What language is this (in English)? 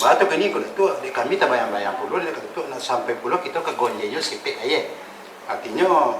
Minangkabau